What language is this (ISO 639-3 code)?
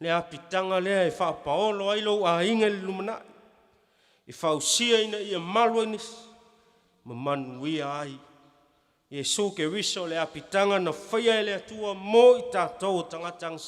smo